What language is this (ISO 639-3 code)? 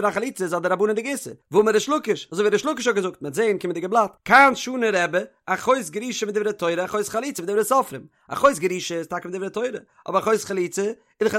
yid